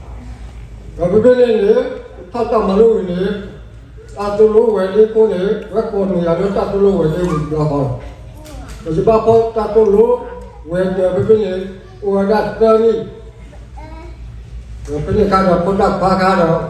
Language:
S'gaw Karen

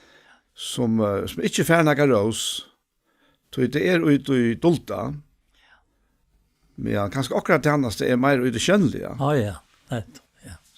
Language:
Faroese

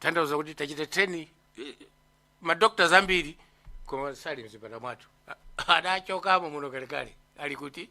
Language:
Nyanja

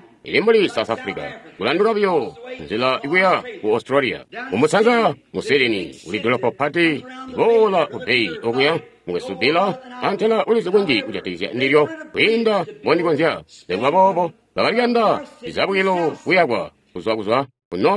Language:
Tonga (Zambia)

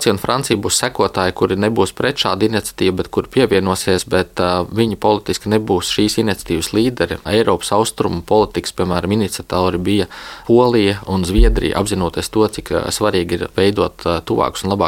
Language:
Latvian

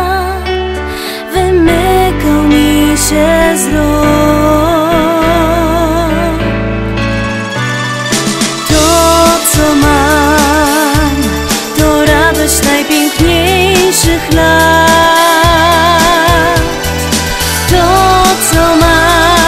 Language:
Polish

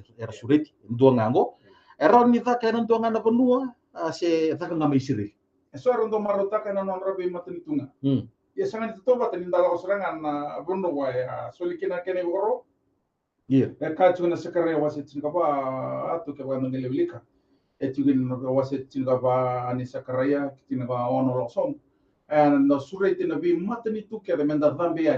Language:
Fijian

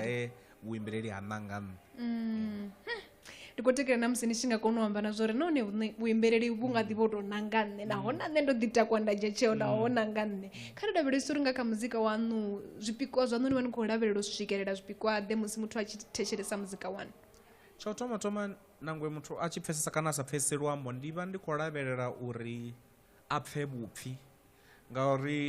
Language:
Venda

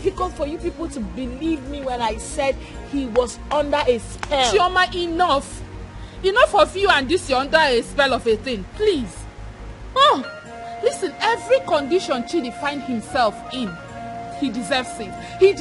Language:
Nigerian Pidgin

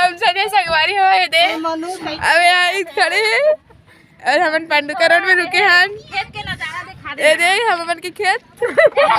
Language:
Chhattisgarhi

